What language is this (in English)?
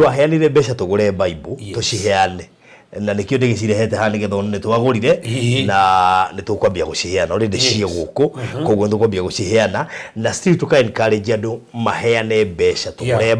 Kikuyu